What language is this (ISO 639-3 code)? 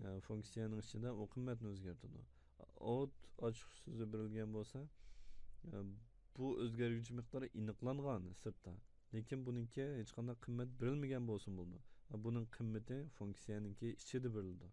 uig